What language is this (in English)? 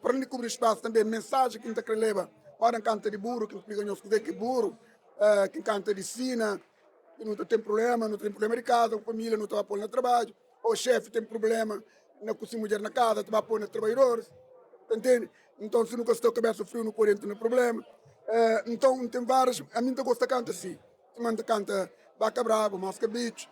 Kabuverdianu